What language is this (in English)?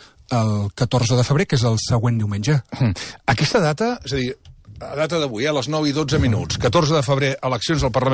Catalan